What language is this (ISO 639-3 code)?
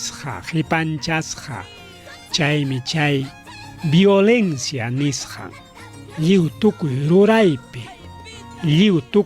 quy